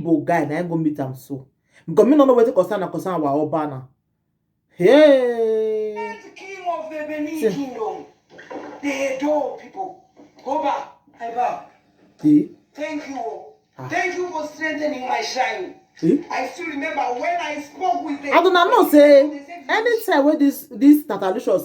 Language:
Nigerian Pidgin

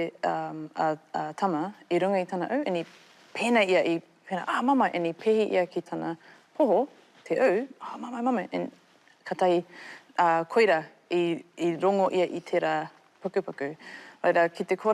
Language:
Māori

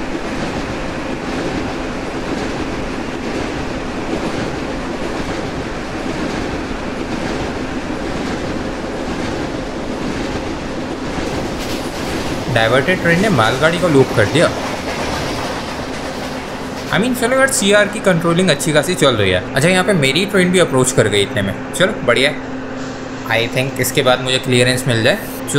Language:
Hindi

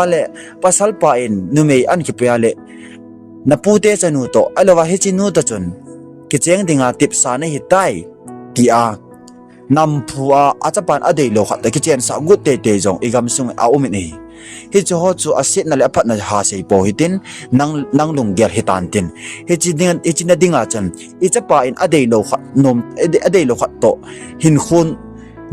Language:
Thado Chin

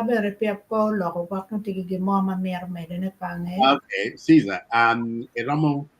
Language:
Acoli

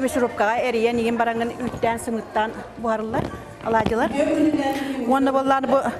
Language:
Yakut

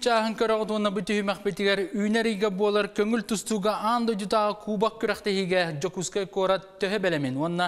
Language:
Yakut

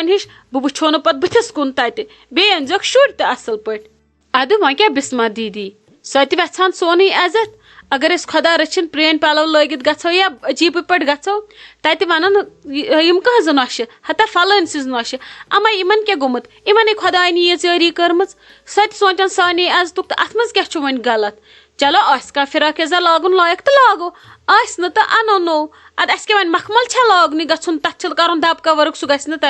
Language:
Kashmiri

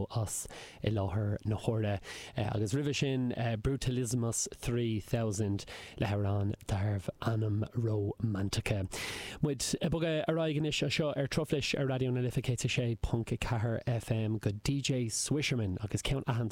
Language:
Irish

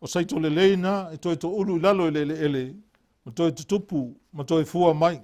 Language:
Samoan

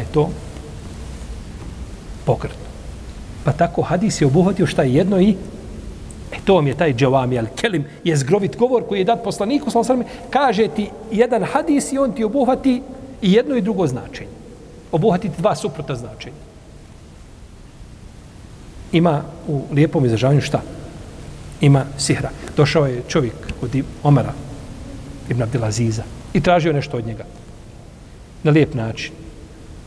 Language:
Bosnian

